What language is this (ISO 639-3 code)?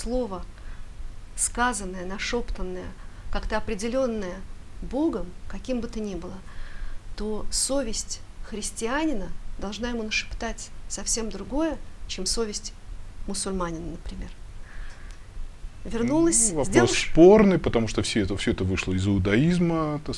rus